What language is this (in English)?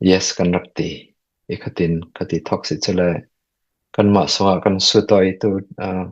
Falam Chin